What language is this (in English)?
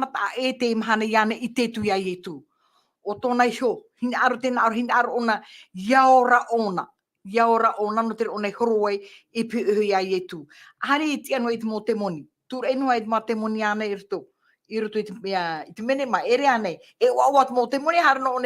Tahitian